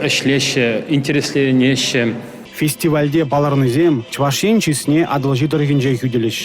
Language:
Chuvash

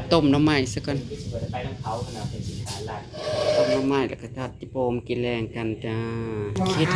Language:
Northeastern Thai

